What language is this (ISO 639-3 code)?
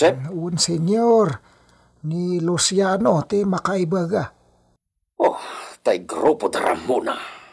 ilo